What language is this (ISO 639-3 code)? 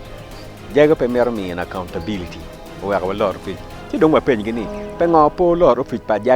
ach